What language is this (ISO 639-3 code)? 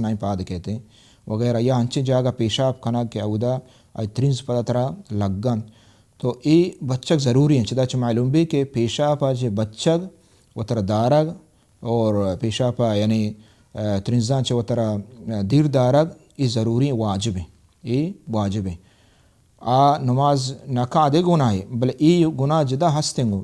bal